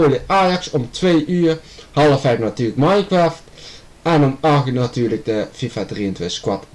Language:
Dutch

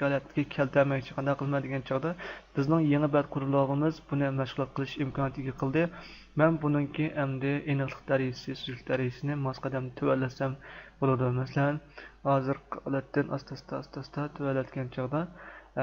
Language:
Uyghur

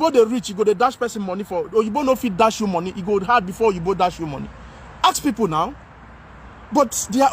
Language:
Nigerian Pidgin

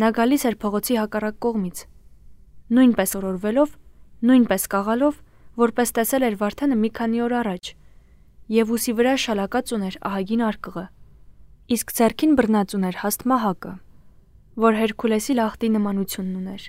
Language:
Armenian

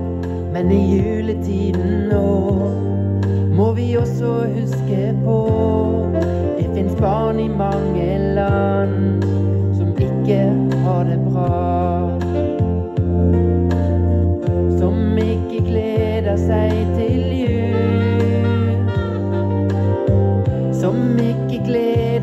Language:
Norwegian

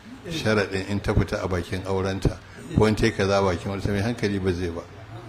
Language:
Hausa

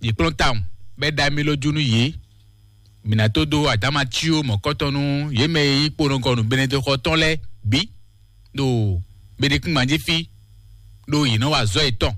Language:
Fon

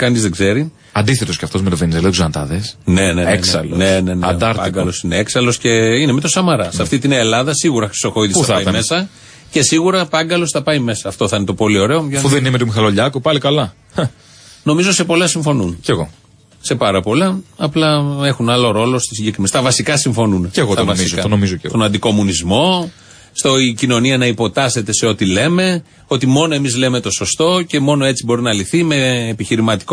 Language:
Greek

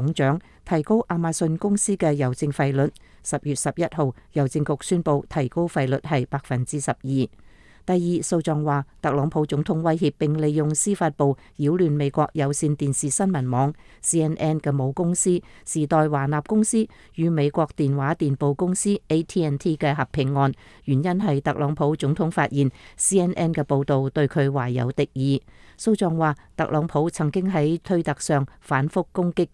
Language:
Cantonese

